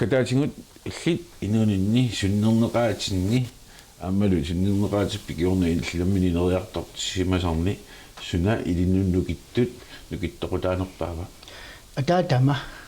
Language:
Kalaallisut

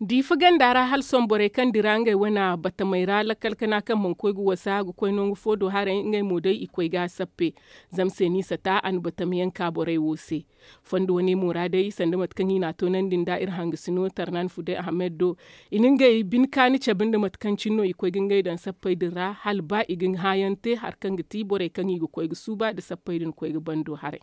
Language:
Zarma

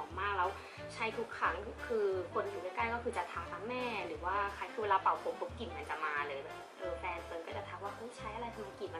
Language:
Thai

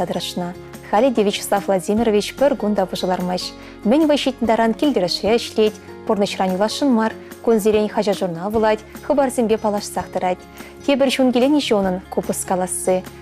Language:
Chuvash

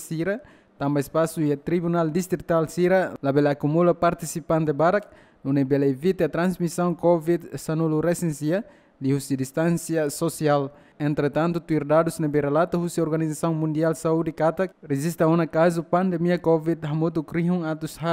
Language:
Tetum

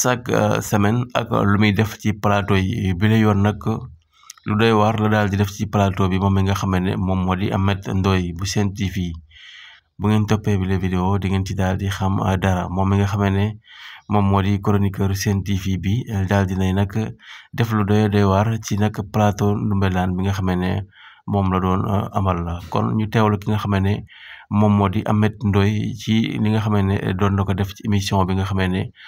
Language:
Wolof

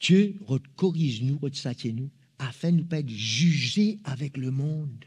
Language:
Morisyen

